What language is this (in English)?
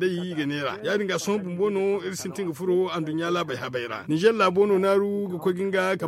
Zarma